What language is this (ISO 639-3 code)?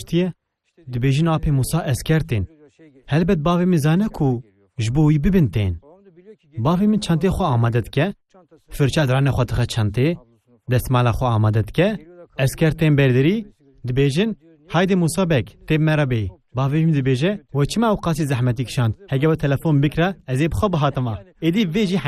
kur